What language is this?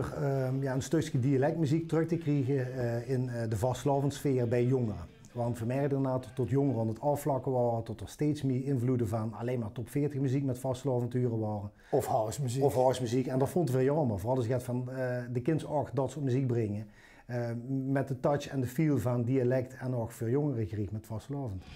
Limburgish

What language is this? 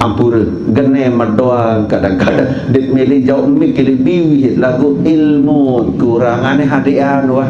Sasak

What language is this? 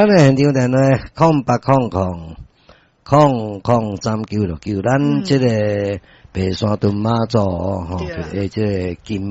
Min Nan Chinese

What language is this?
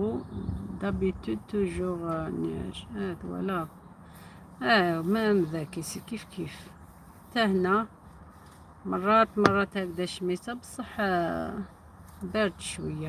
Algerian Arabic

